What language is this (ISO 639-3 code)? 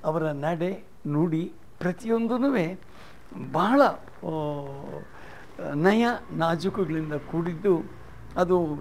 kan